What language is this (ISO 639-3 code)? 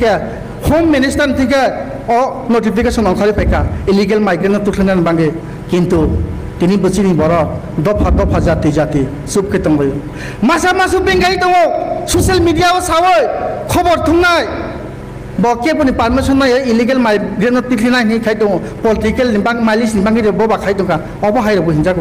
ria